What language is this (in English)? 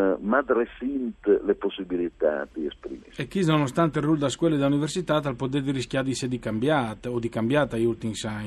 Friulian